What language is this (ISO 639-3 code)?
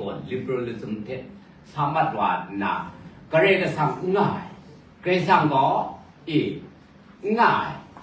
kac